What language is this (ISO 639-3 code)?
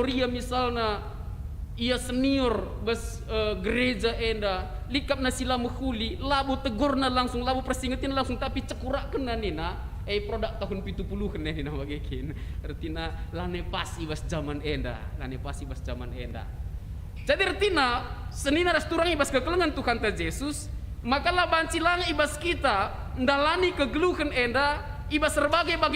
btx